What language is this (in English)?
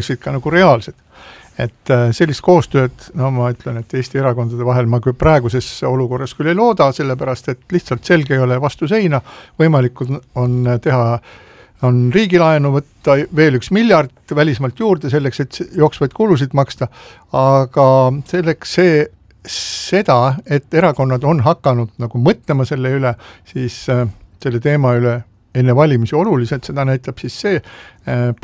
Estonian